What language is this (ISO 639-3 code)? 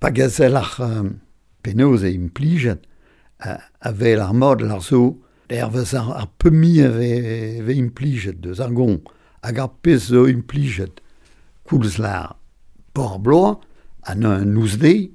bre